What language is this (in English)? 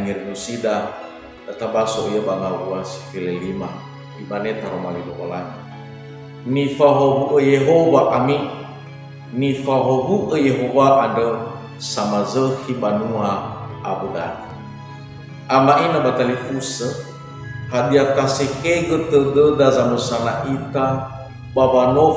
Nias